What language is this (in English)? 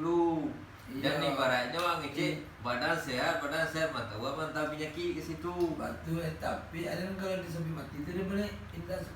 Minangkabau